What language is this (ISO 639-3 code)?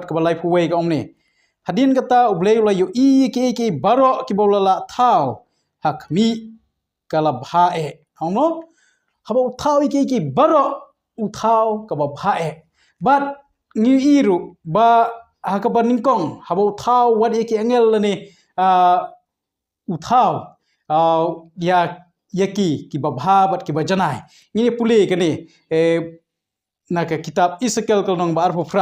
kha